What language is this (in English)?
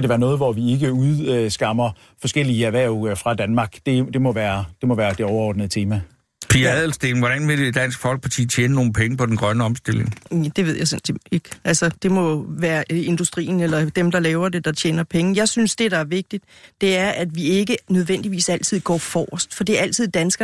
Danish